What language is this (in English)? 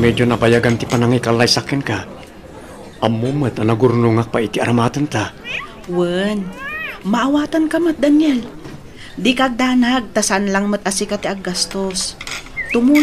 Iloko